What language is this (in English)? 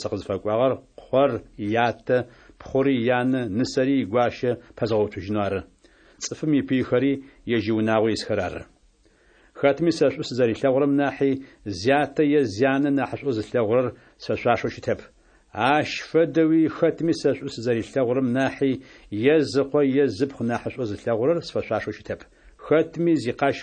Adyghe